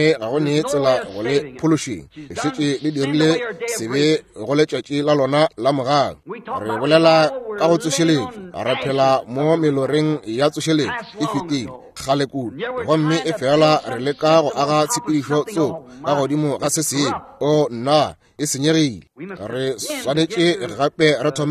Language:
Northern Sotho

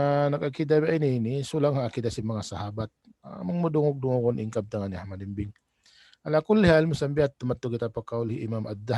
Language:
Tausug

